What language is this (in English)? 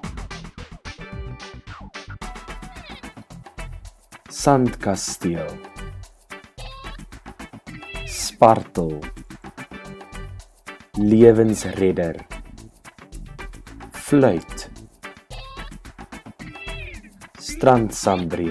Afrikaans